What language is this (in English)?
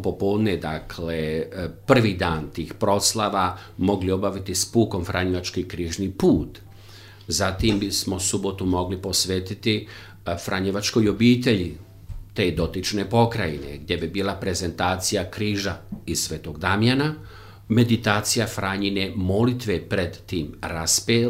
Croatian